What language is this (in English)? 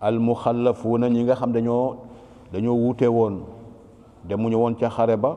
Wolof